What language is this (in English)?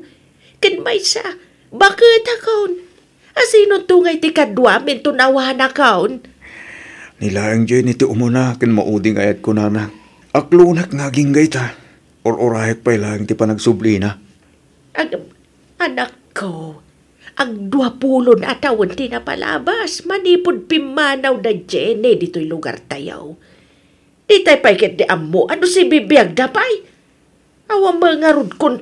Iloko